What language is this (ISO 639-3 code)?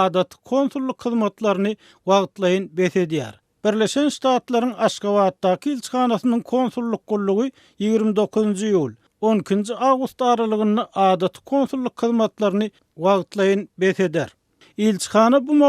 tuk